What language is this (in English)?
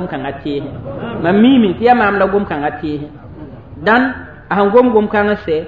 Mossi